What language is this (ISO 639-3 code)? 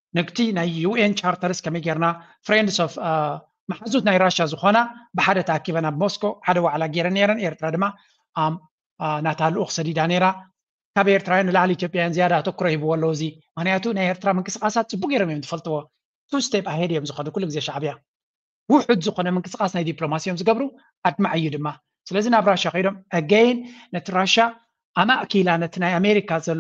tir